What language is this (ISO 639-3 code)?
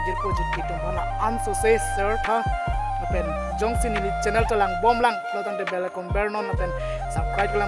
mjw